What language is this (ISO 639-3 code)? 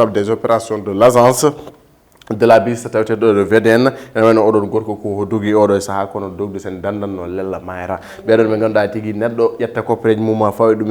ful